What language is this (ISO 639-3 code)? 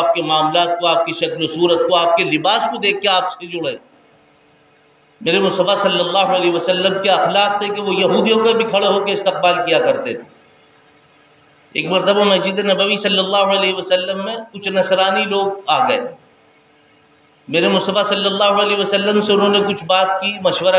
urd